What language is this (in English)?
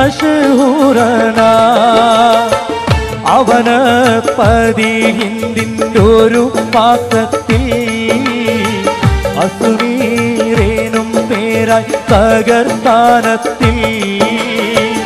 Malayalam